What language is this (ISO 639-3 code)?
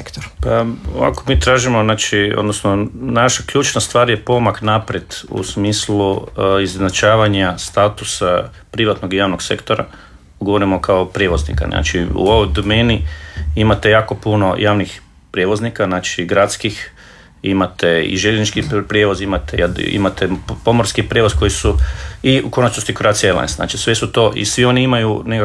hrv